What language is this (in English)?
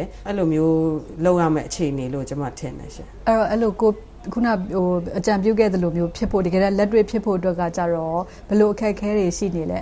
Burmese